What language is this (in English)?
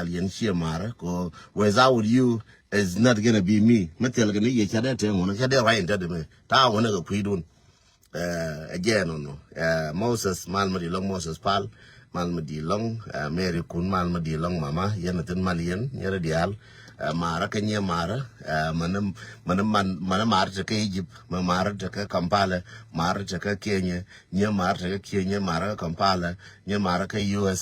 Nuer